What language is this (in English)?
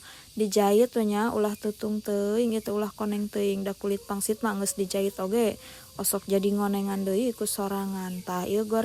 Sundanese